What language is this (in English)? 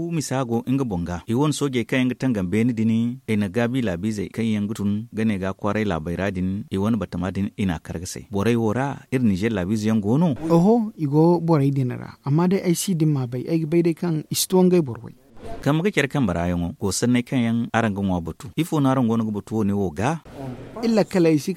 Zarma